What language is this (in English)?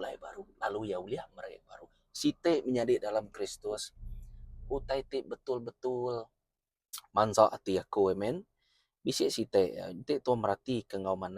Iban